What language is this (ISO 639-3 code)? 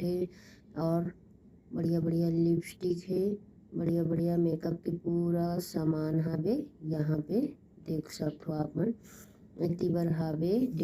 hne